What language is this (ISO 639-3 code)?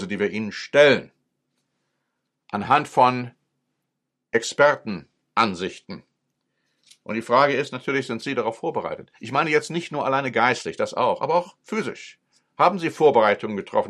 deu